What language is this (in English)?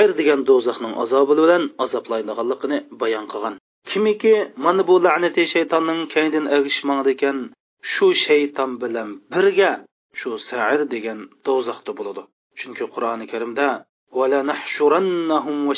Uyghur